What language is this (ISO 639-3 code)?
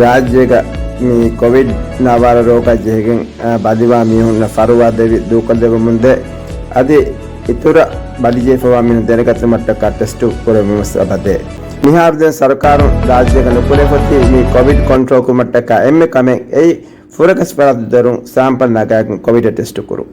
div